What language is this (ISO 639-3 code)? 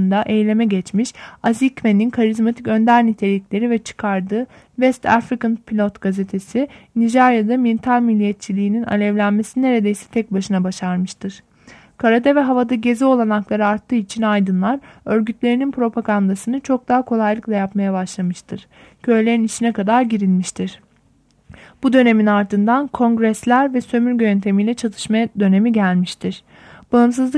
tur